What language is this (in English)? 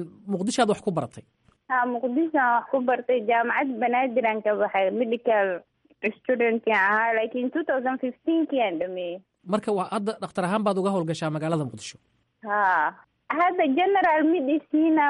Somali